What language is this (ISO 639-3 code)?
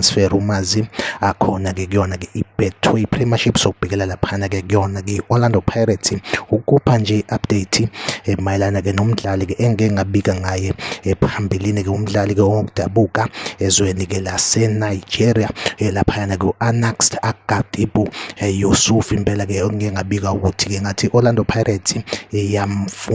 zul